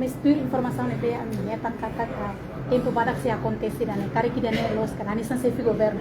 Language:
Tetum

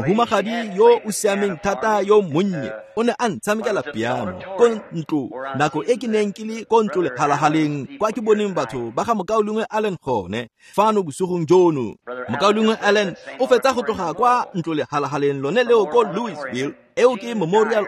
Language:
Tswana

